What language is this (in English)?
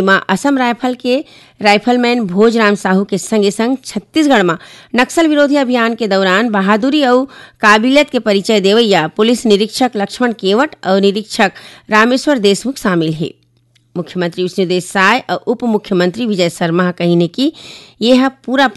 Chhattisgarhi